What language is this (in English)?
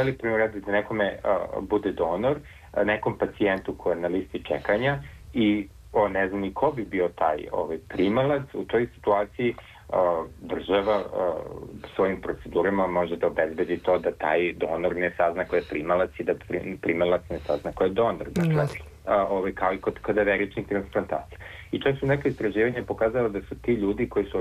Serbian